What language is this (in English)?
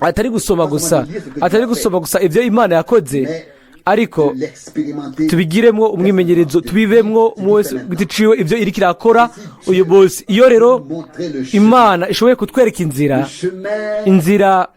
Rundi